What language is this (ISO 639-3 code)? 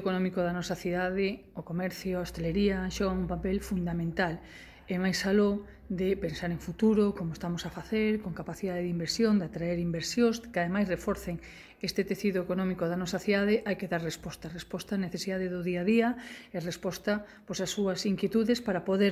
glg